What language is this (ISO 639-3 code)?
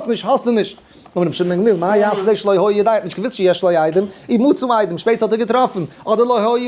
yid